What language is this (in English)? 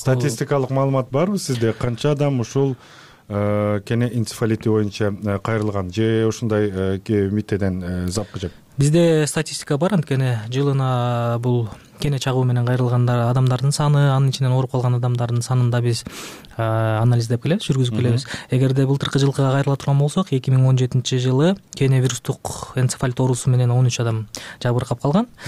Kyrgyz